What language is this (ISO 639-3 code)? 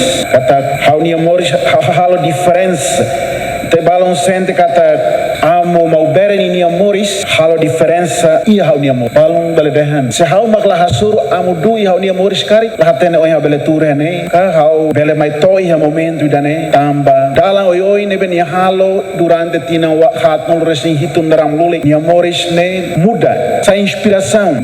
tet